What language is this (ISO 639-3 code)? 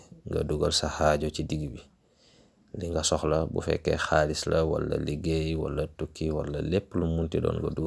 wol